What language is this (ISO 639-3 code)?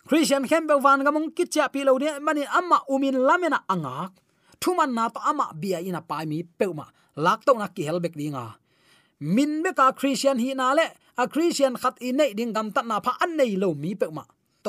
ctd